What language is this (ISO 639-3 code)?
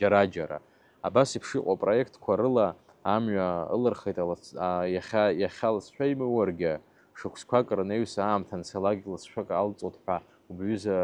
abk